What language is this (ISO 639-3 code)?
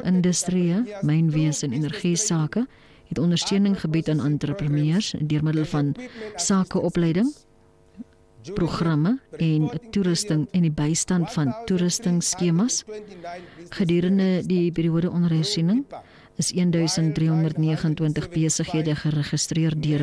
afr